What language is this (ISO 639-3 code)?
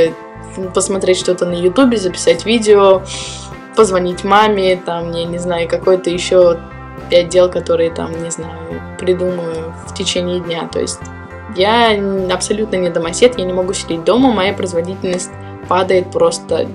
rus